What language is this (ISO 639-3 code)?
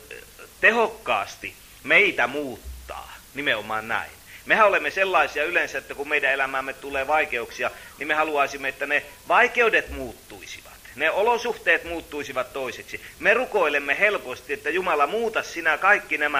fin